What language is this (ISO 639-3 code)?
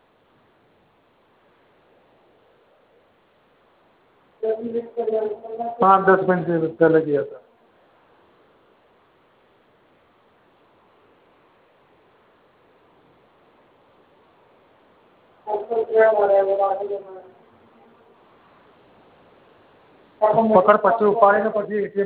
guj